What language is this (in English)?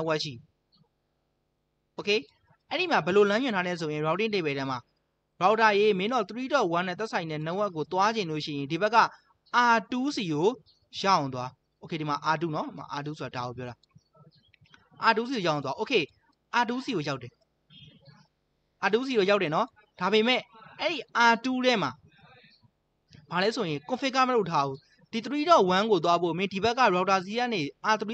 Burmese